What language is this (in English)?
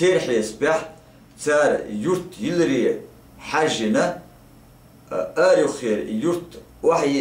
Chechen